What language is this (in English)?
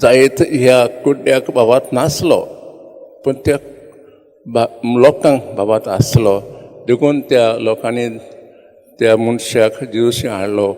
Konkani